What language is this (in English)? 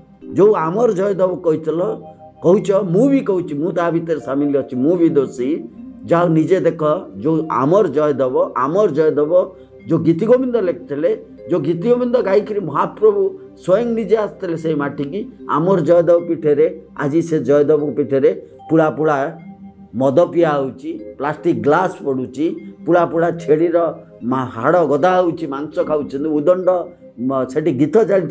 Odia